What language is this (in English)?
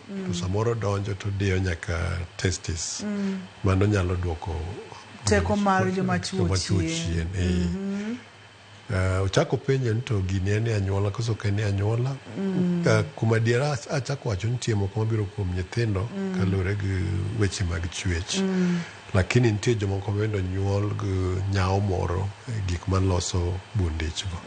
Luo (Kenya and Tanzania)